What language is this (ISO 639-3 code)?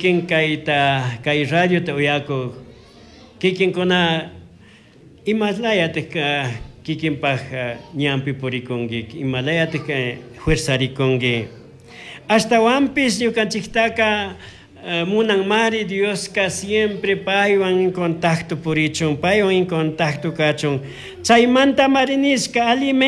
qug